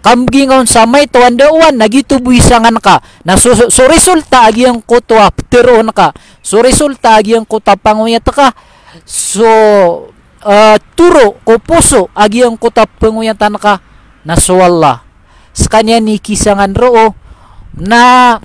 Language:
Maranao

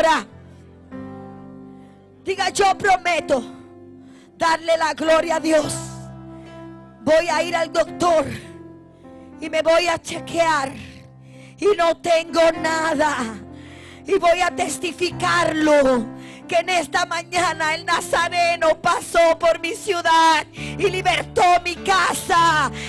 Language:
Spanish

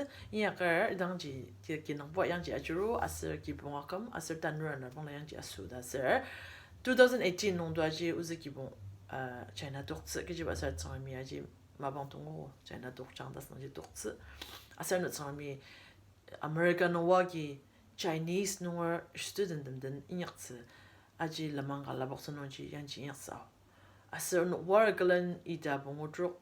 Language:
Ao Naga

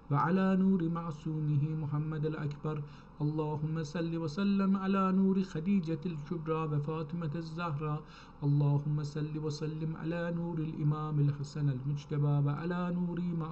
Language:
South Azerbaijani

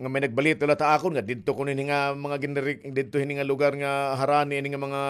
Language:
Waray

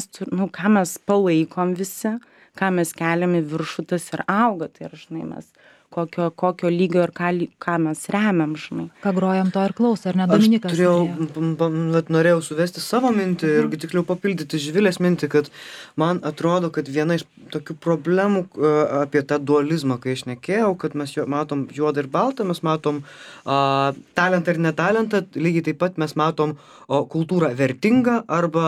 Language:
Lithuanian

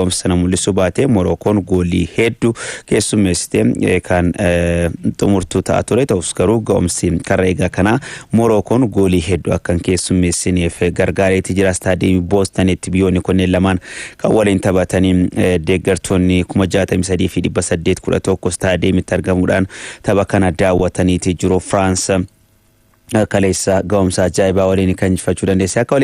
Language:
Oromo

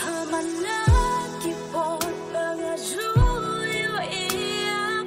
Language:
Khasi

